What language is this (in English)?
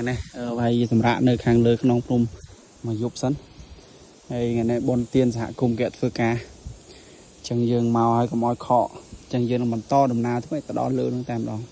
Khmer